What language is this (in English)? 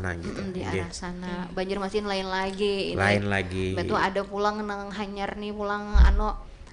Banjar